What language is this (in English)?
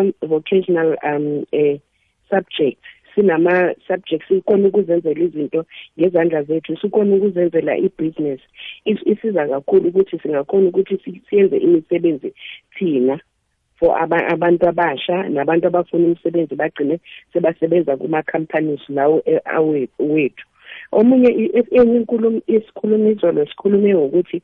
South Ndebele